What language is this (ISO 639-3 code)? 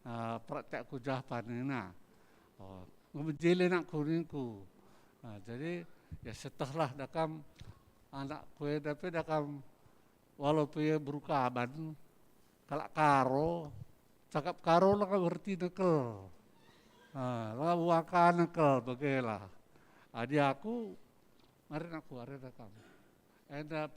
btx